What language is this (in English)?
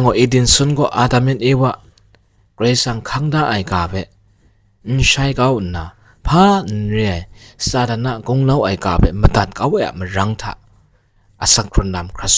Kachin